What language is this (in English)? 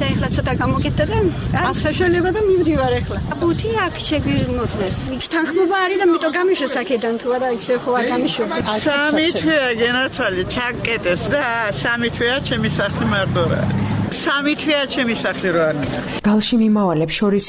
Georgian